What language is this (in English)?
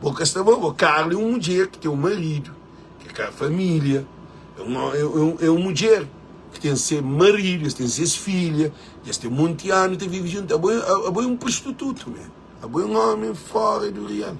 Kabuverdianu